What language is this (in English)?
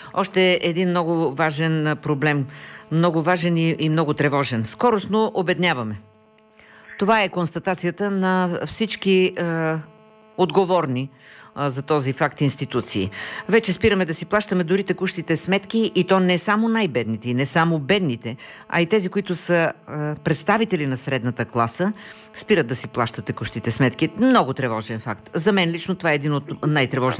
Bulgarian